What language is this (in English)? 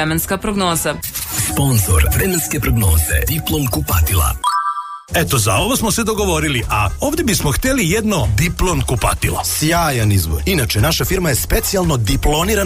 Serbian